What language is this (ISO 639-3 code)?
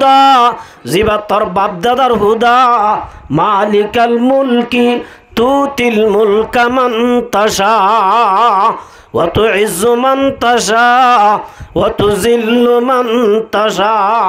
rhg